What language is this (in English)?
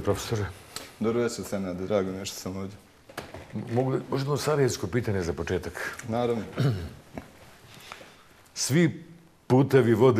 Bosnian